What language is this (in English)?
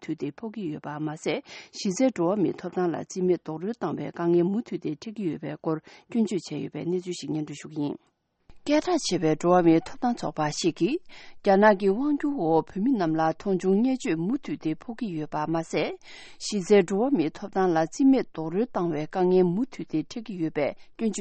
Tibetan